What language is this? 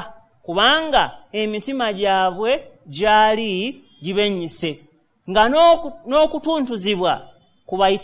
Ganda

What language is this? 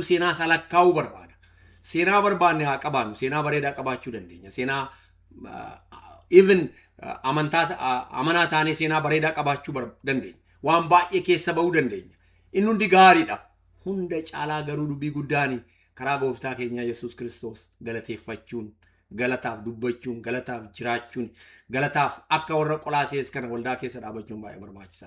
Oromo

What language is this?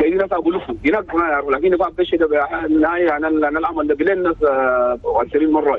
Chadian Arabic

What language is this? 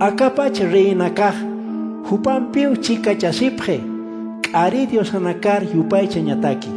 Aymara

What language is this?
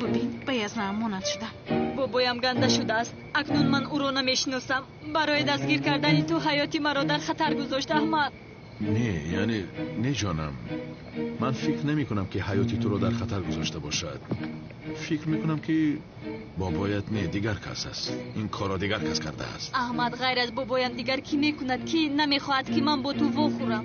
Tajik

